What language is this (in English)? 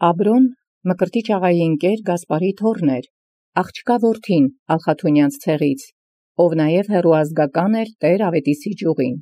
Armenian